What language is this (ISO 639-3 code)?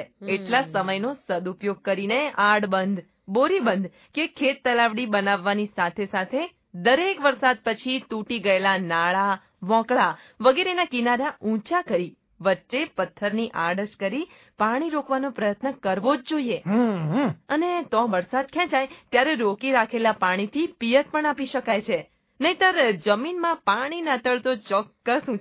guj